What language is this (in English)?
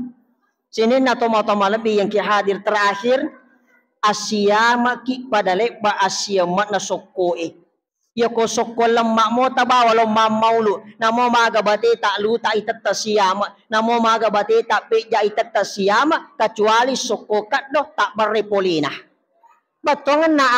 Buginese